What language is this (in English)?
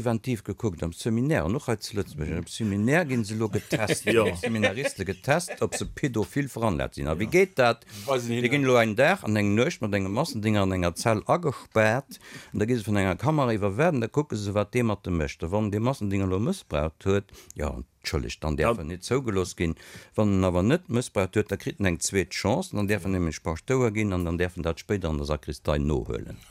Luxembourgish